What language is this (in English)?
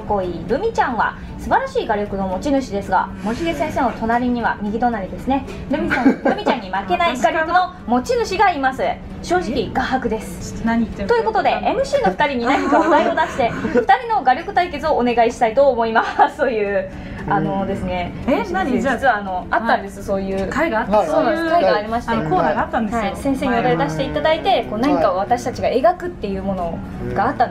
Japanese